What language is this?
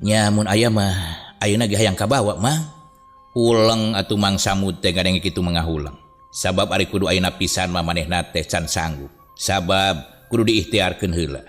Sundanese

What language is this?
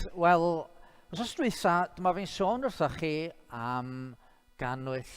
Welsh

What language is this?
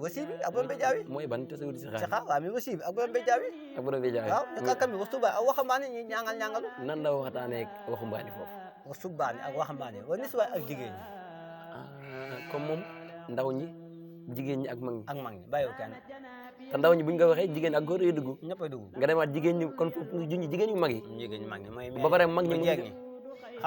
Wolof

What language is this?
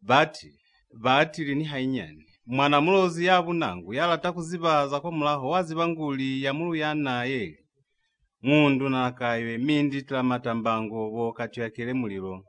Lozi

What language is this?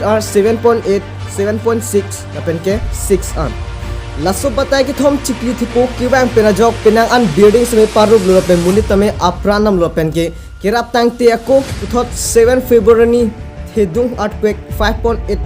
Karbi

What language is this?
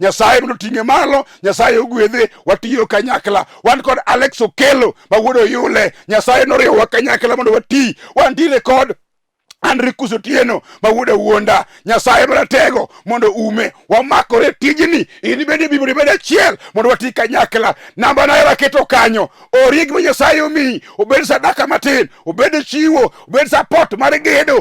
Luo (Kenya and Tanzania)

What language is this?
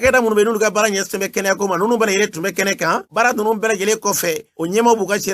Bambara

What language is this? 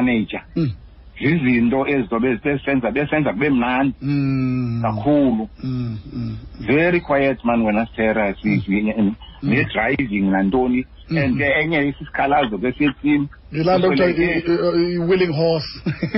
Xhosa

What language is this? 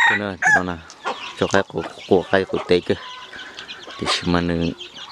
Hmong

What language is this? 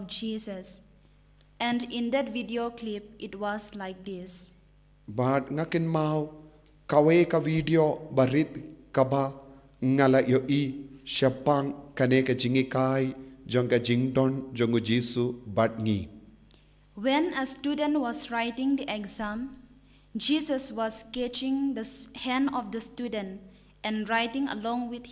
Khasi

